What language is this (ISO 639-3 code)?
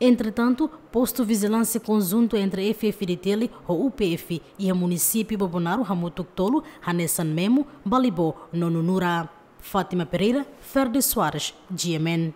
tet